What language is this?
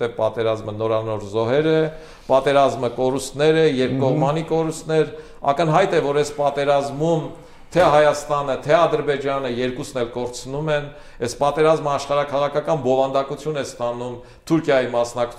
Armenian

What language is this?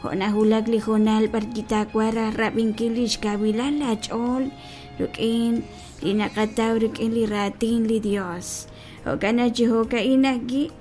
Kekchí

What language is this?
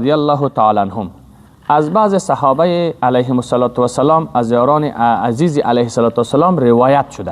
Persian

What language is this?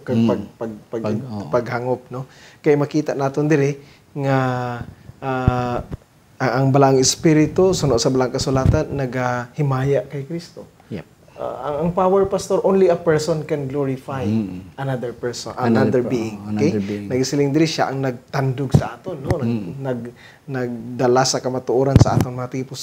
Hiligaynon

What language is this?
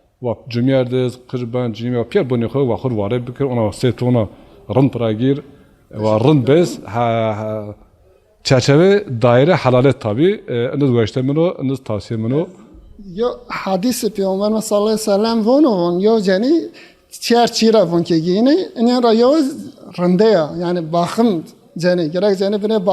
Zaza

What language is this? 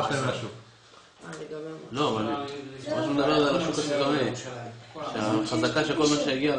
Hebrew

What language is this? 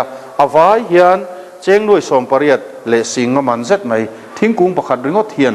Mizo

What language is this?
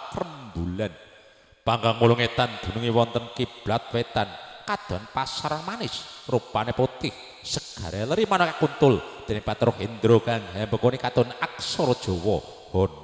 Javanese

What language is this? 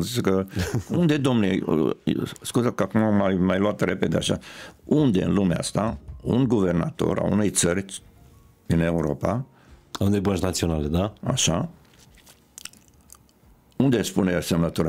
Romanian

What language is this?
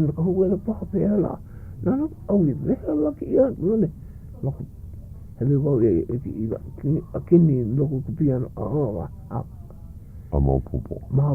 Hawaiian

